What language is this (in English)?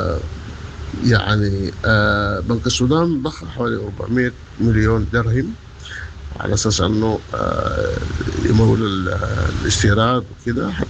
Sudanese Arabic